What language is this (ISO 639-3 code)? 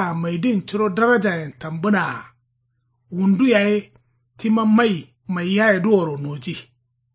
kau